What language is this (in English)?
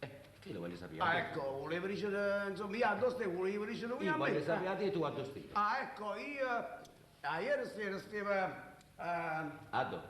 Neapolitan